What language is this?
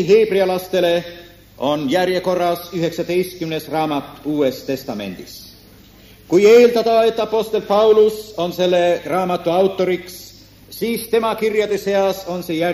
Estonian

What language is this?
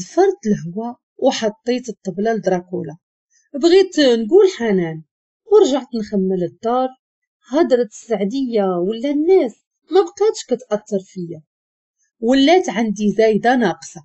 Moroccan Arabic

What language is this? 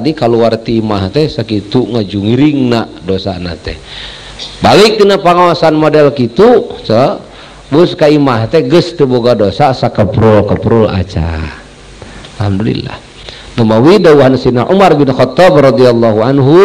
Sundanese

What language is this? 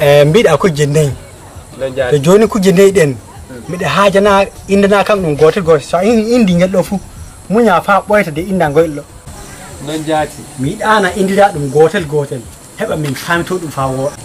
Nigerian Fulfulde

